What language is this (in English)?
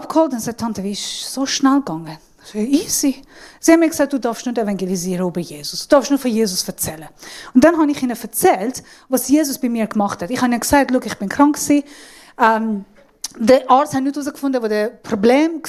Swiss German